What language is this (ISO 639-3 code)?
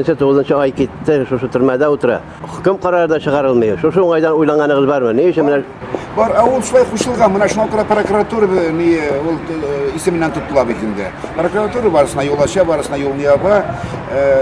tat